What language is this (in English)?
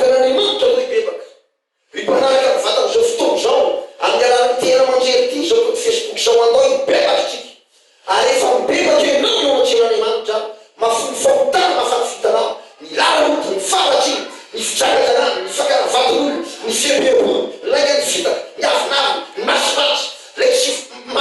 Malagasy